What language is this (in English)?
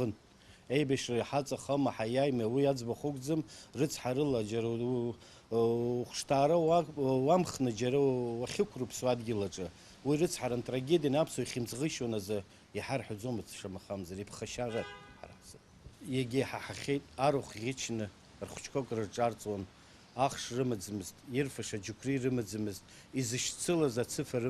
Abkhazian